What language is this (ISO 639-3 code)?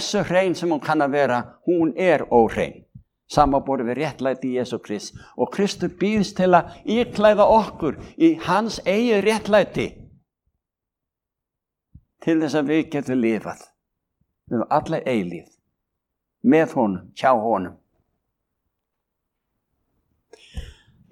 isl